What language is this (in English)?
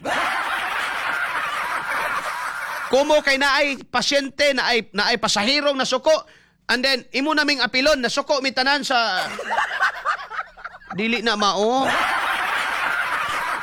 Cebuano